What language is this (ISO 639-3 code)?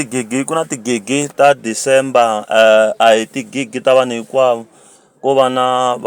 tso